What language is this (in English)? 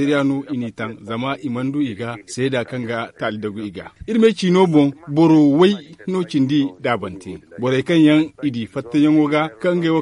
Zarma